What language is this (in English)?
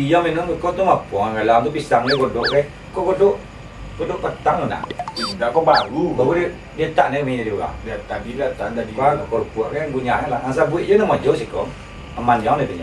Minangkabau